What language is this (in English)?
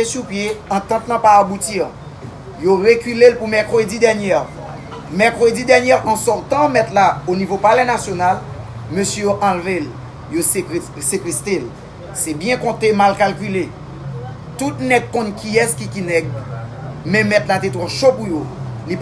Haitian Creole